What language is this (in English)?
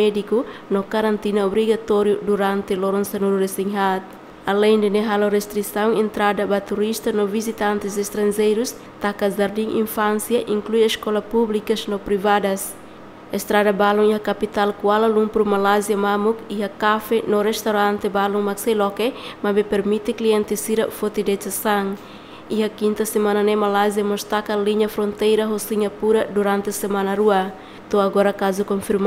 Tetum